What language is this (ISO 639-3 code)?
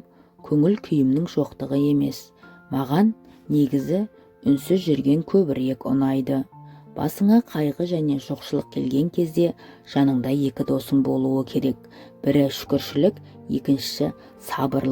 kaz